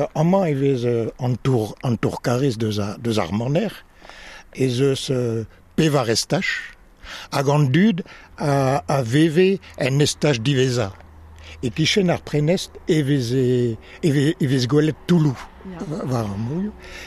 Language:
Breton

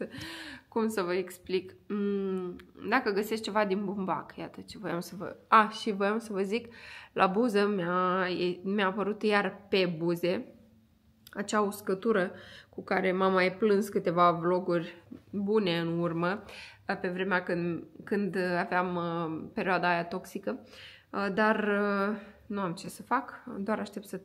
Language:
Romanian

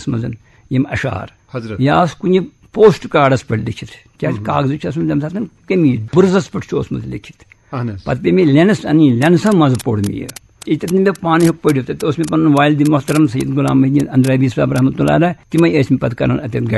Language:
Kashmiri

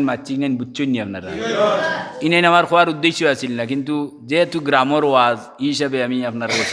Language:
Sylheti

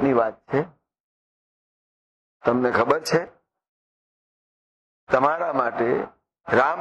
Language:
Gujarati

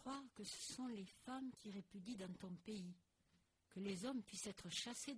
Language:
French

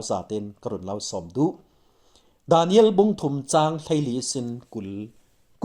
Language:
Falam Chin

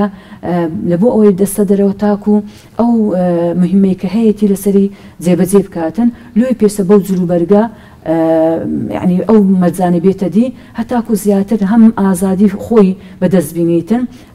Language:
Central Kurdish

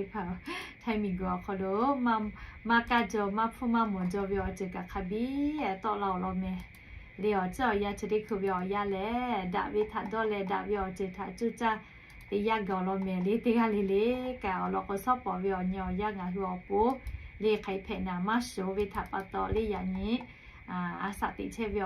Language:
Lahu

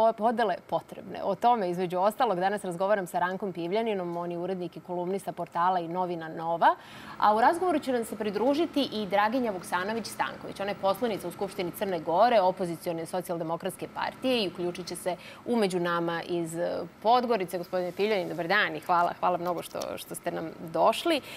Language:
Serbian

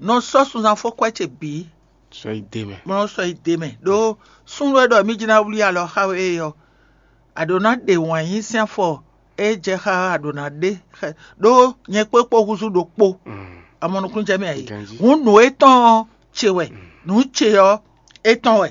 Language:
Fon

